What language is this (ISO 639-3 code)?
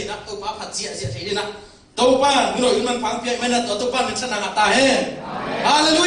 ctd